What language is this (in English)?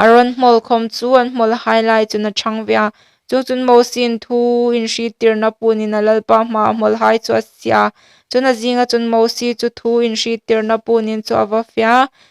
Hmar